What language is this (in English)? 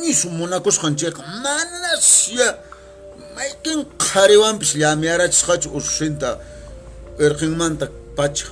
Quechua